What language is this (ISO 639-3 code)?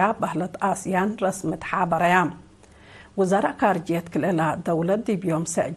tig